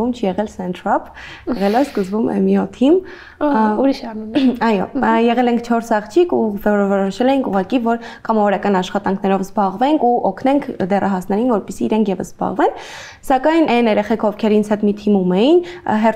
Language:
Armenian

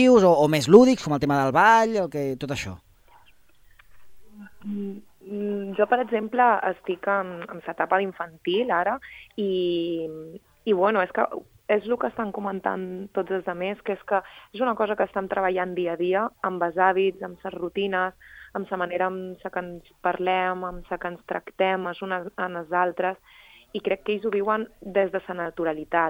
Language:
Catalan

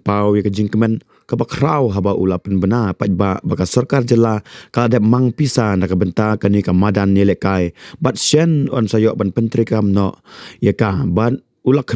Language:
Khasi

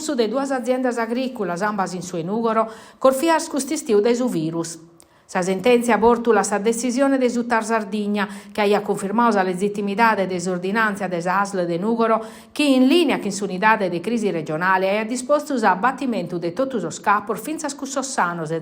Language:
Sardinian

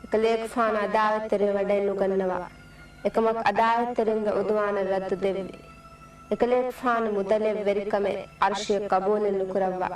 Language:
Divehi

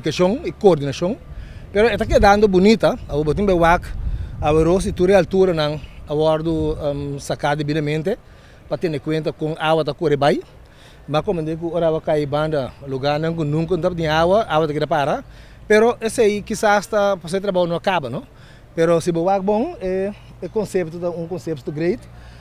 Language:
Papiamento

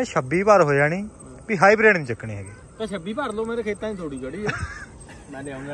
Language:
Punjabi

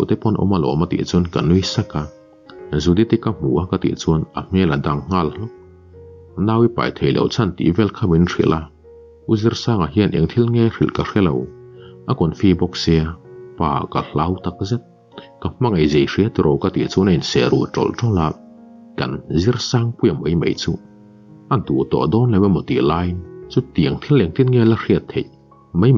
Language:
Mizo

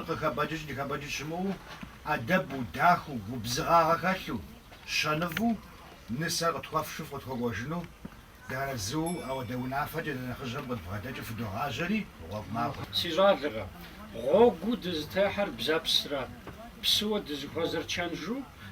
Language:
Kabardian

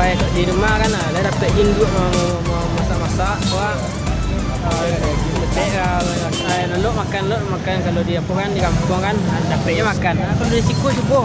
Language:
Minangkabau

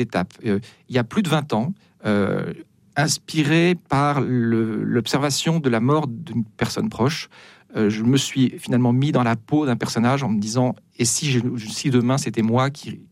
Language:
French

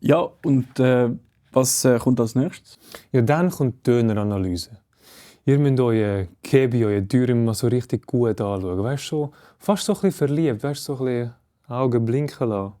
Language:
Swiss German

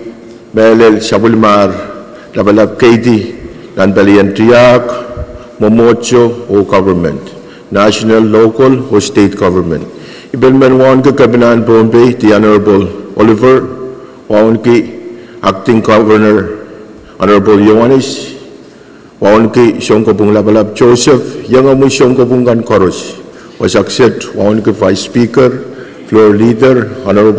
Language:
Pohnpeian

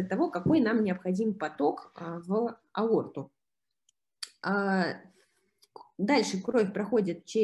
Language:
Russian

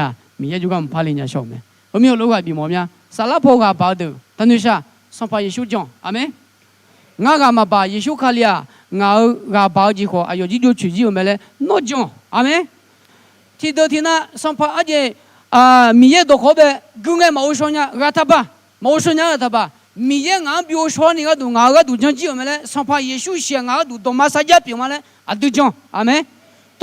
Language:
Akha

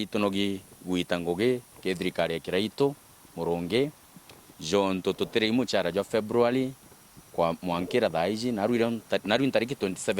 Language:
Meru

